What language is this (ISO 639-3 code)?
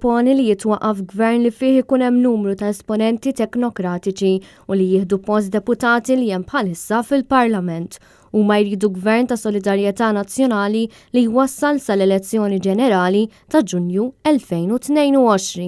mlt